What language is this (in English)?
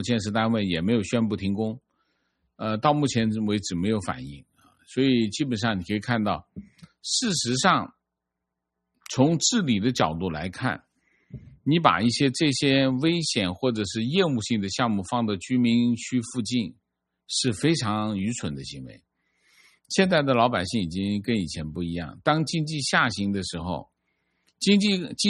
Chinese